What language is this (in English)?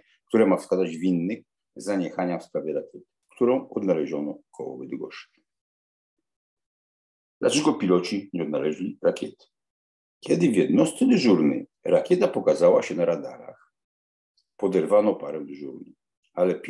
Polish